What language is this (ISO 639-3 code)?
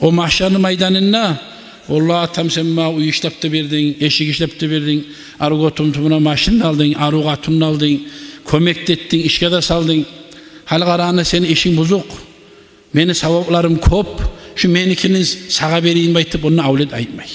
kum